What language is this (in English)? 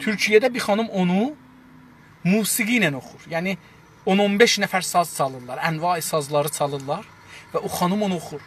South Azerbaijani